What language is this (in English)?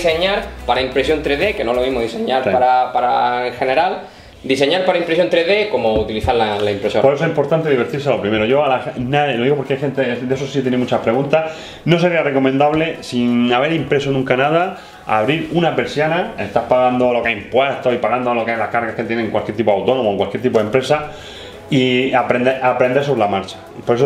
Spanish